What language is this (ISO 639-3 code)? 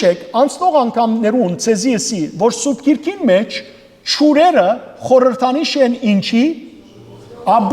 hyw